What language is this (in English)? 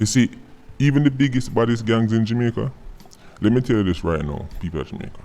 Jamaican Creole English